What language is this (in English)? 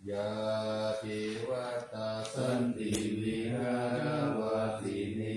Pali